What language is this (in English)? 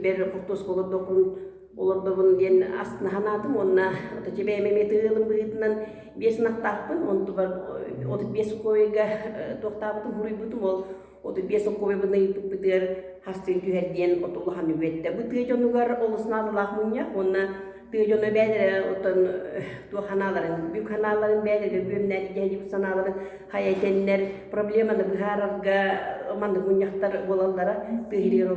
Yakut